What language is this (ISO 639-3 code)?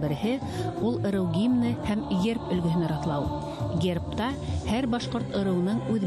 bak